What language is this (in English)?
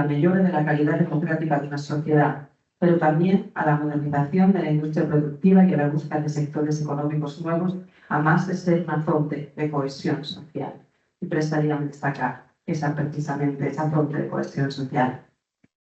Asturian